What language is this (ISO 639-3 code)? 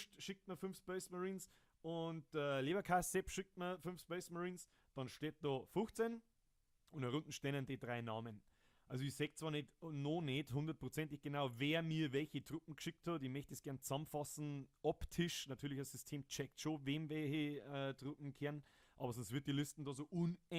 bar